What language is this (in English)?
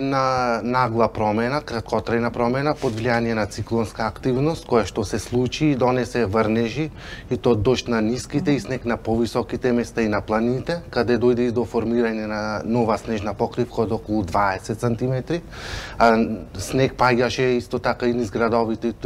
Macedonian